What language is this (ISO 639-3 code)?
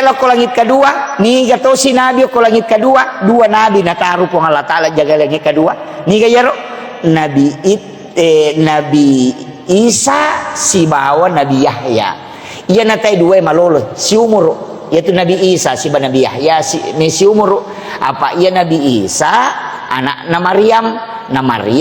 bug